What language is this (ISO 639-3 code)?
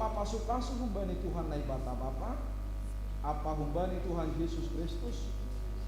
bts